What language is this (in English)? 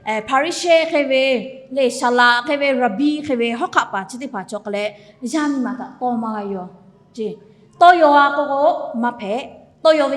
Lahu